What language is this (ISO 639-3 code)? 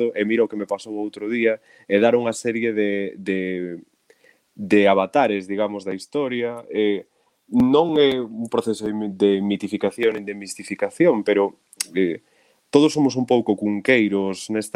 glg